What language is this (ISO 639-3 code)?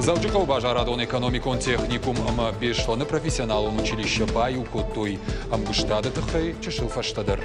oss